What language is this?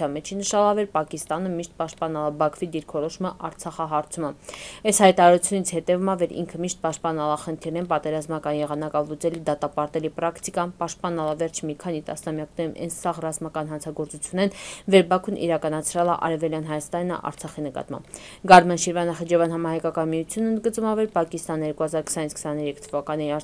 Armenian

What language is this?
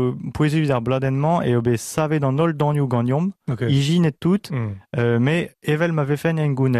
Breton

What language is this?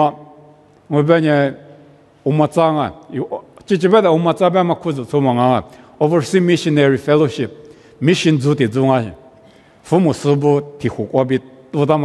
Lisu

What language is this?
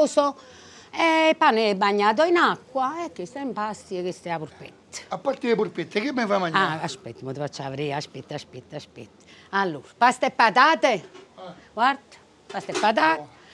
Neapolitan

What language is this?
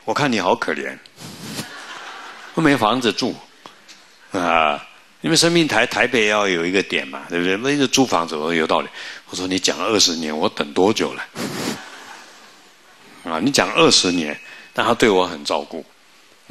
Chinese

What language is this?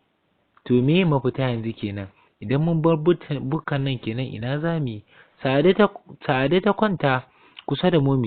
Hausa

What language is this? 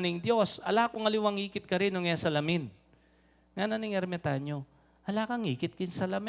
Pampanga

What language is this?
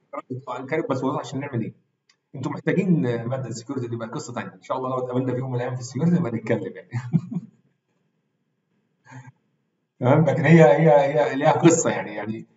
Egyptian Arabic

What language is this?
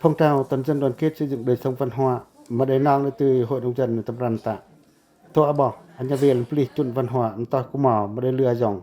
Pacoh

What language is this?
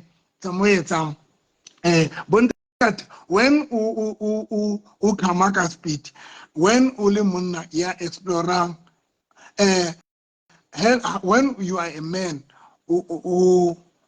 Southern Sotho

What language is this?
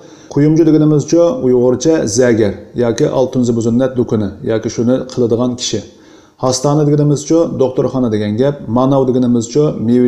Uyghur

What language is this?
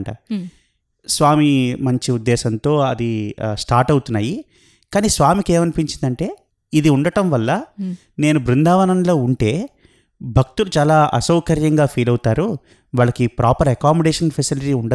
Telugu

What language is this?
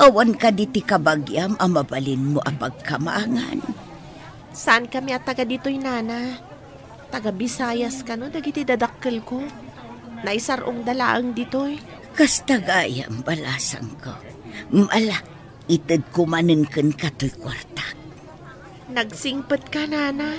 Iloko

